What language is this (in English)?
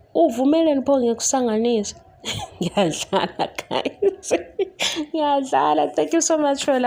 Zulu